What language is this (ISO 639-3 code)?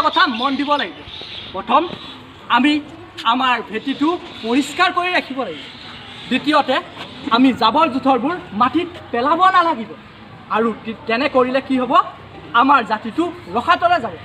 asm